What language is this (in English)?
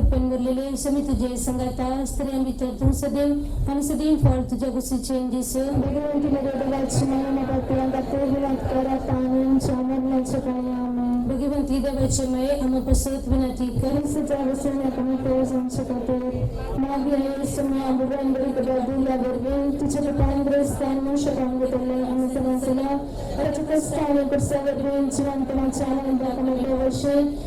Konkani